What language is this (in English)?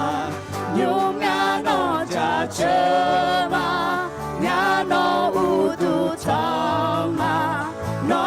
Akha